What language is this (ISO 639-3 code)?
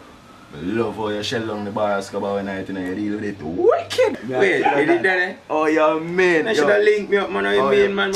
jam